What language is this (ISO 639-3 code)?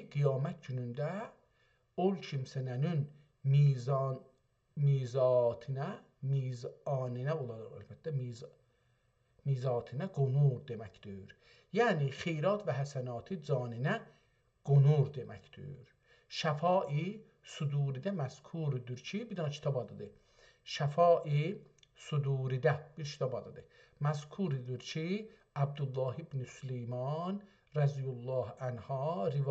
azb